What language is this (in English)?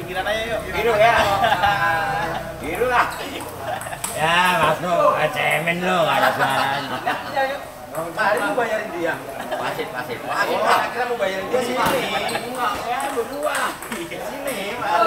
Indonesian